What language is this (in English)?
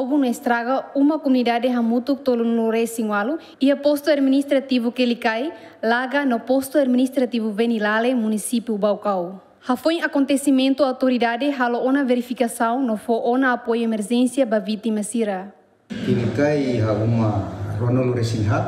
Tetum